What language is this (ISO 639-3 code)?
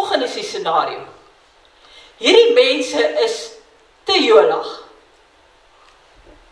afr